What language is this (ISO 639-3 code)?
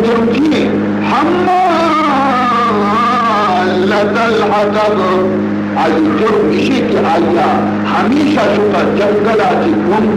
bal